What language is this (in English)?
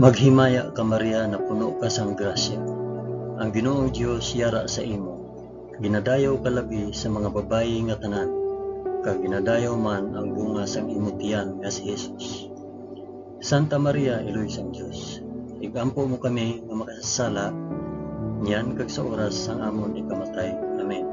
Hiligaynon